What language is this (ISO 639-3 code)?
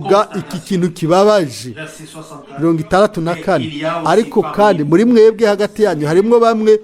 run